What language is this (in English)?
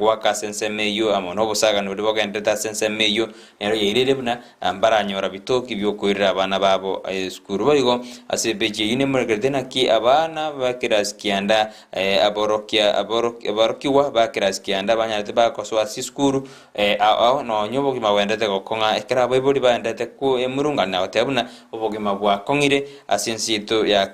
Gusii